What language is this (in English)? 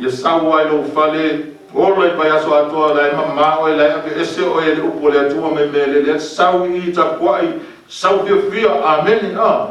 Samoan